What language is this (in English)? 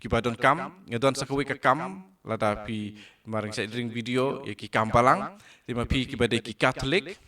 Khasi